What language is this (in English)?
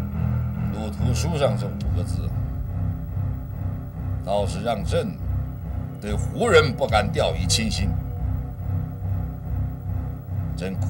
Chinese